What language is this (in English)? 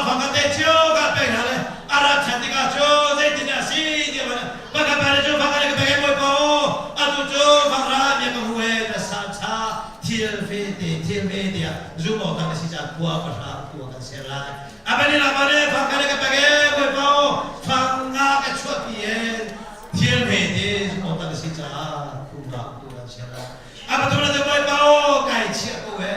Hakha Chin